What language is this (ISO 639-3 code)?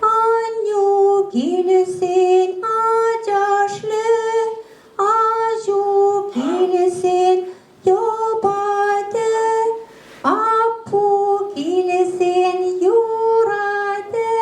chv